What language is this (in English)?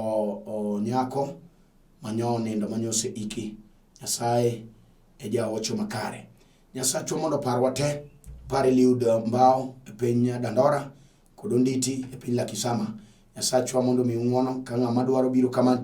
Luo (Kenya and Tanzania)